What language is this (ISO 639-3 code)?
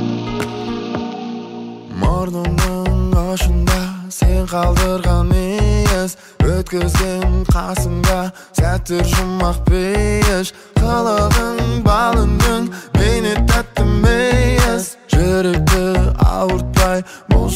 kaz